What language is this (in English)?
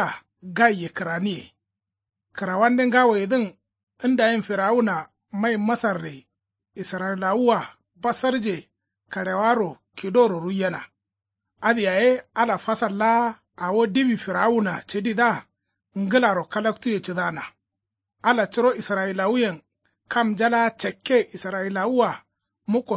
Kanuri